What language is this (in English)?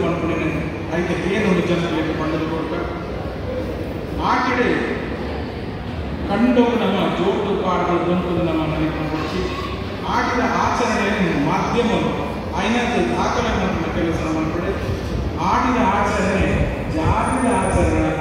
Tulu